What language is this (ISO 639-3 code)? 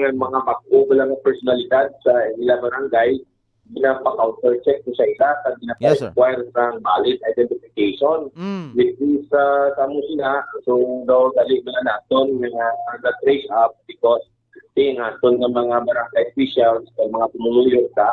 hil